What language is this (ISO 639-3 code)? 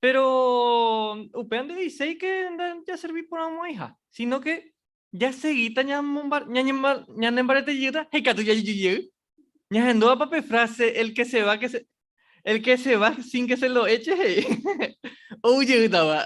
grn